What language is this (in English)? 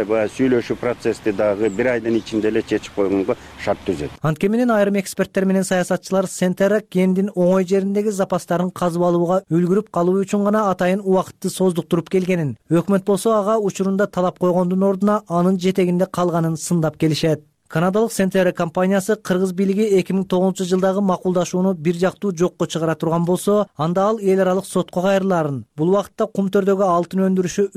Kyrgyz